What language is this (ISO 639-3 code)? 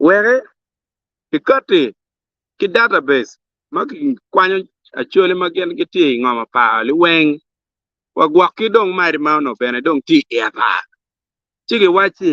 ach